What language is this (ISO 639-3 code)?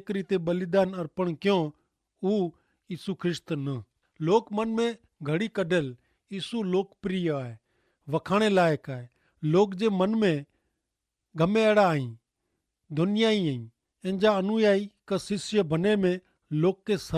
kfr